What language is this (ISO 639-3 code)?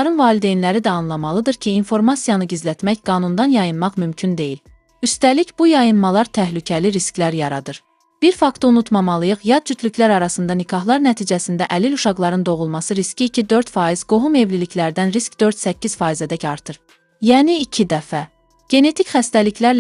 aze